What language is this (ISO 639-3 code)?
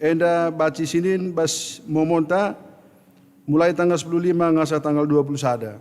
btx